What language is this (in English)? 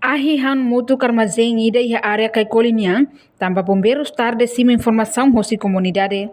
Tetum